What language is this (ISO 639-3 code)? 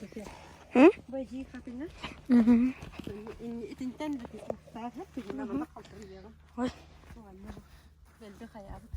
sah